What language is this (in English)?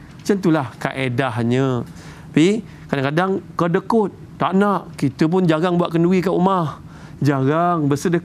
Malay